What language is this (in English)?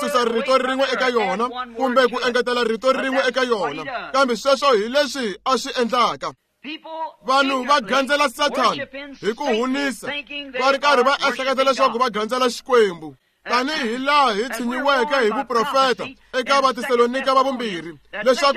Tsonga